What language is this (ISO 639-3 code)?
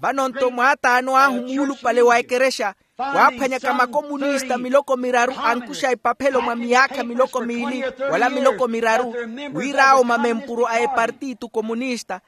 vmw